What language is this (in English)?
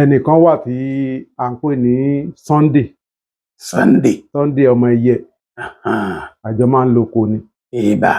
Yoruba